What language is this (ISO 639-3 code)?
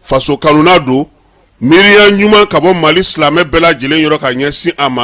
bam